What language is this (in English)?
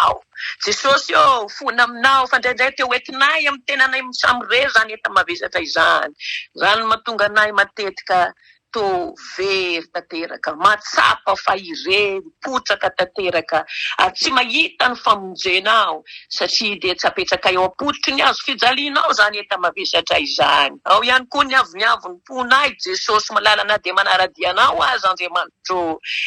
Malagasy